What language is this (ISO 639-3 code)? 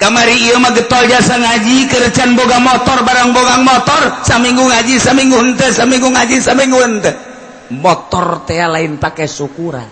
sun